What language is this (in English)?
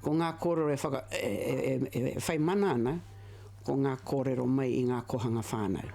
Māori